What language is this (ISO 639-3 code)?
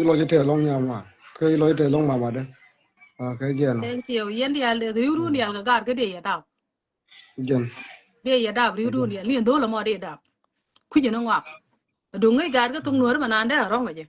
nus